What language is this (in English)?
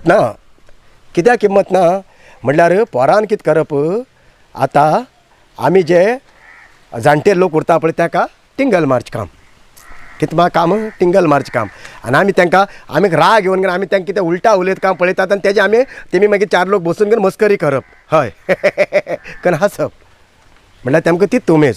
Konkani